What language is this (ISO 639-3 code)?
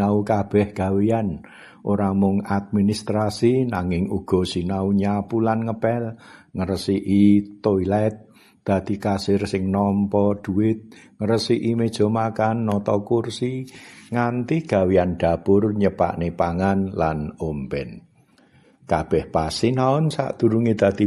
jav